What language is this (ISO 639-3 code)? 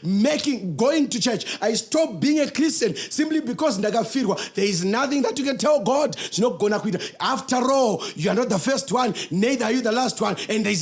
sna